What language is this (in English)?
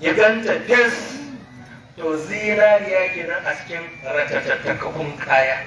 Hausa